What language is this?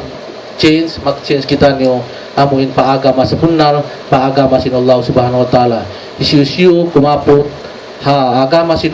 Tausug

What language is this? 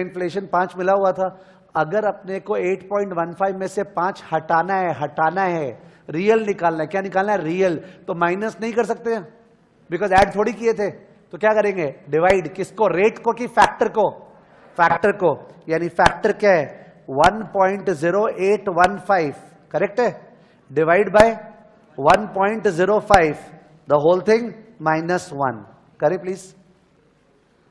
Hindi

